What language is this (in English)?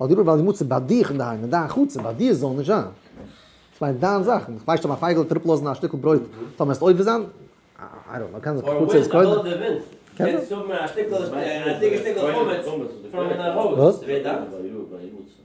Yiddish